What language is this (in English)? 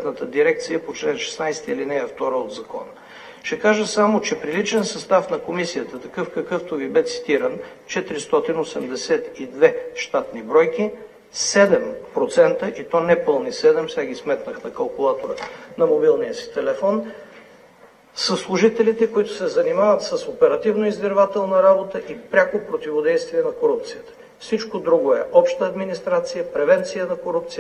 Bulgarian